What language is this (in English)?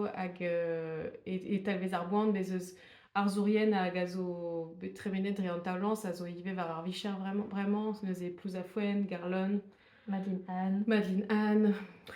Breton